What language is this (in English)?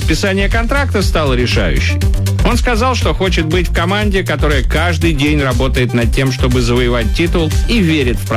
Russian